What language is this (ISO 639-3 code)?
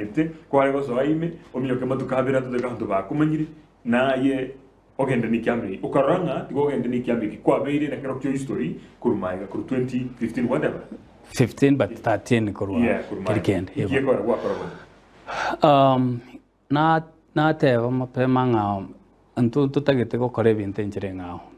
guz